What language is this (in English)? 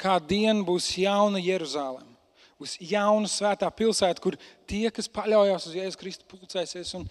Latvian